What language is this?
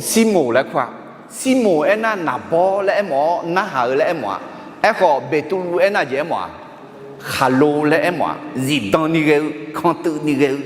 Akha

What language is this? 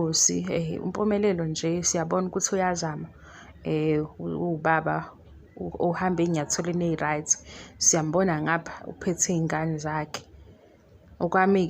Zulu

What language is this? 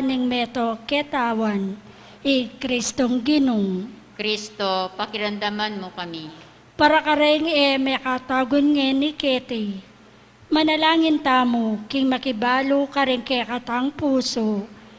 Pampanga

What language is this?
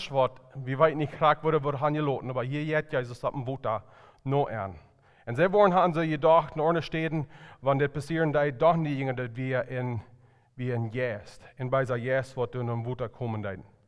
Plautdietsch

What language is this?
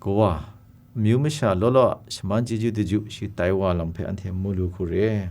Kachin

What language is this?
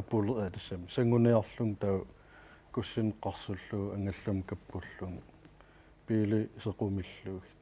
Kalaallisut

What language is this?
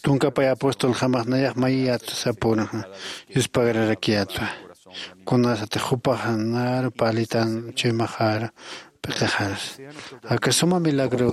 Aymara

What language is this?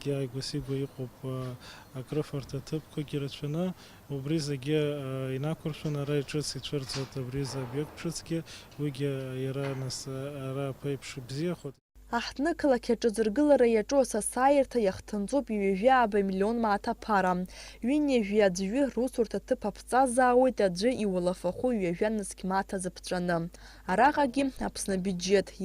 Abkhazian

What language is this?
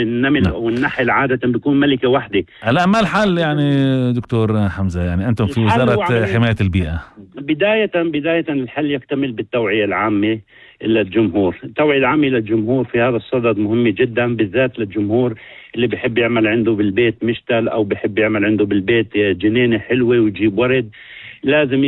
North Levantine Arabic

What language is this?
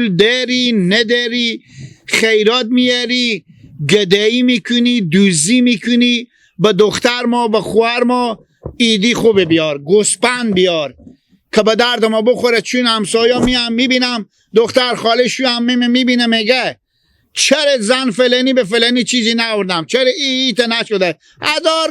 Hazaragi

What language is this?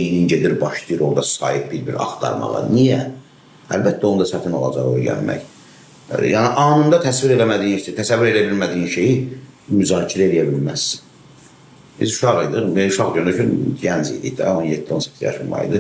Azerbaijani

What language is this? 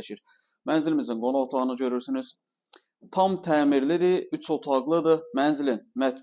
Azerbaijani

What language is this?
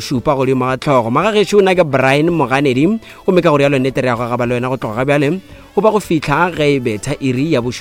Northern Sotho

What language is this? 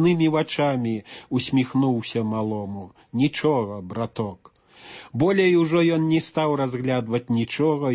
Belarusian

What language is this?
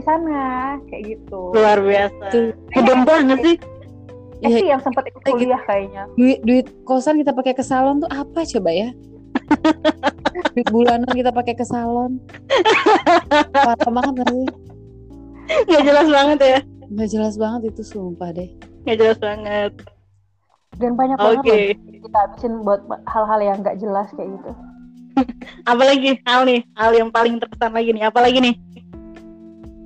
Indonesian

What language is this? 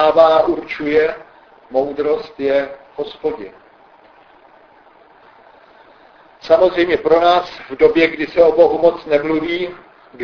Czech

